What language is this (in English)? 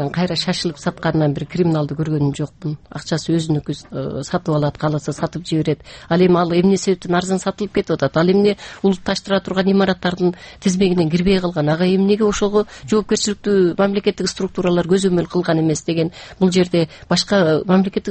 Kyrgyz